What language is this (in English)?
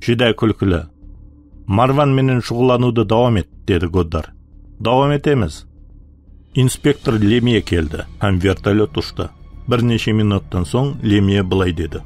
Kara-Kalpak